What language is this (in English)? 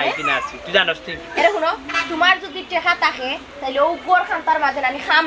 Sylheti